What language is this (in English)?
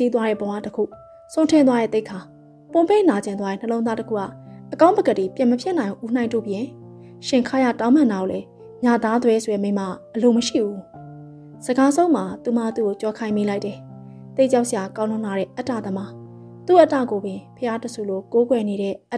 Burmese